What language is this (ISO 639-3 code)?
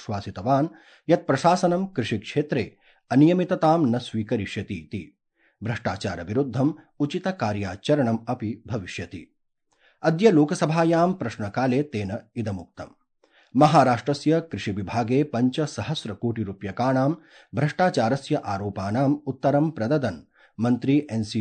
san